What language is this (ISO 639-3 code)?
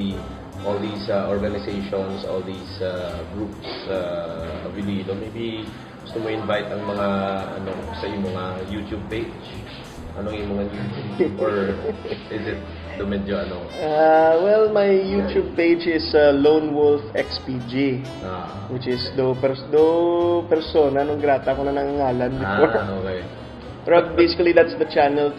hil